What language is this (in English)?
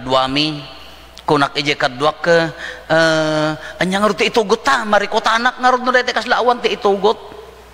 Iloko